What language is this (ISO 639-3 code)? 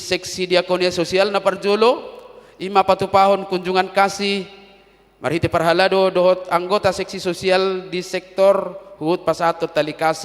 bbc